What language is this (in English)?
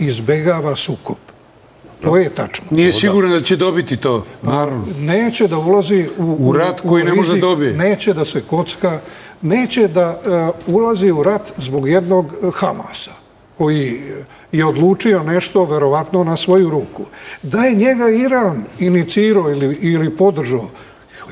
Serbian